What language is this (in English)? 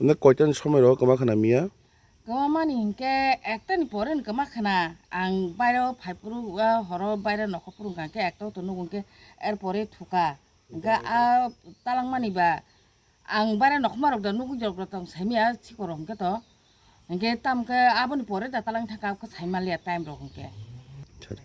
Kok Borok